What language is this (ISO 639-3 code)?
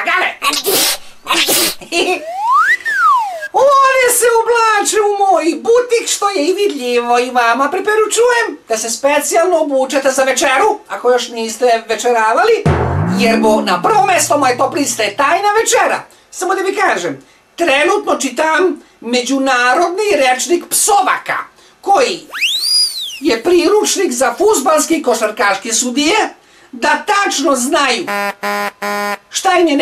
srp